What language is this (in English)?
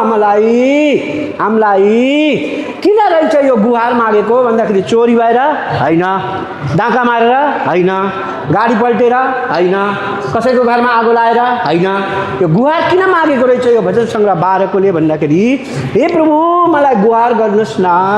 Nepali